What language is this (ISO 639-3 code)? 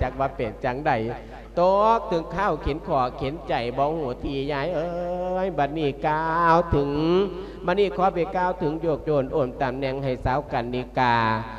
lao